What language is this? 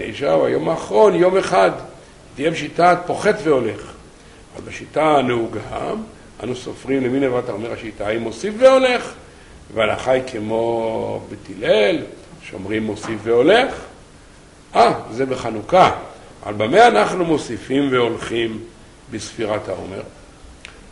Hebrew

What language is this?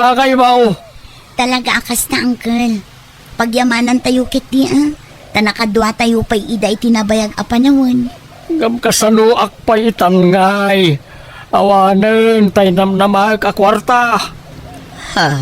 Iloko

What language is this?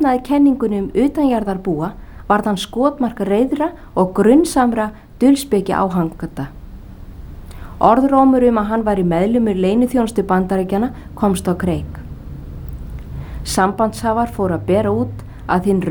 Icelandic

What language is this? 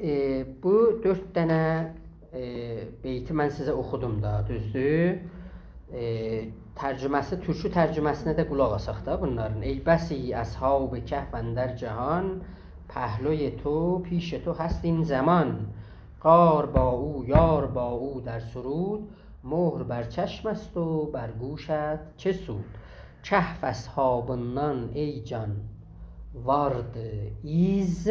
South Azerbaijani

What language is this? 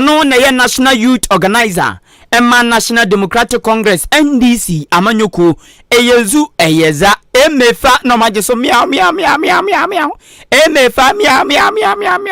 Akan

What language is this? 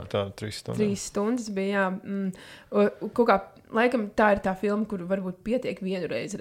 Latvian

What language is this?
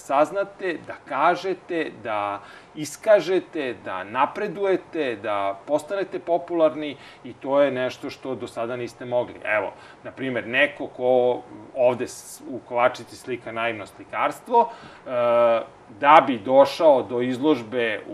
Serbian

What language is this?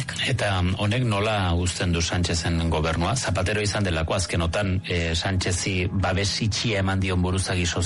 Basque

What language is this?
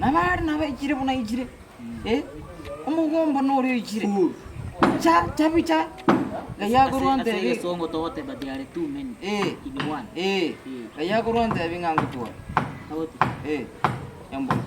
Gusii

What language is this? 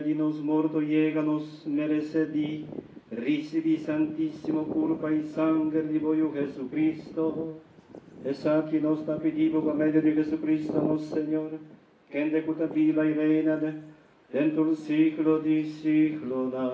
Papiamento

